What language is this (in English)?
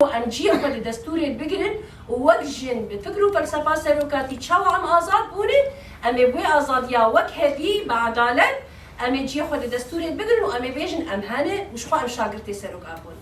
Kurdish